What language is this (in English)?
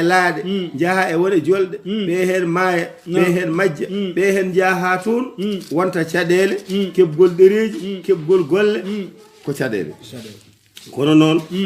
Fula